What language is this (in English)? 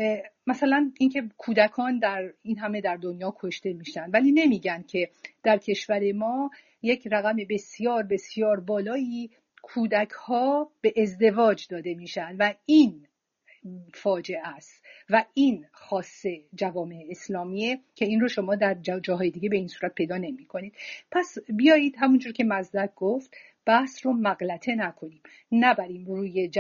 Persian